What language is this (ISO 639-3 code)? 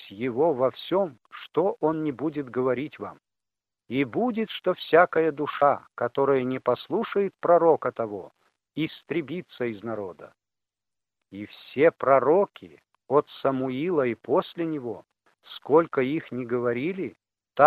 rus